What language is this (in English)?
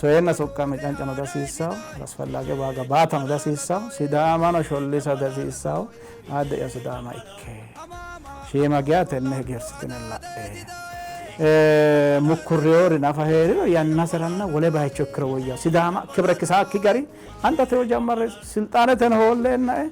Sidamo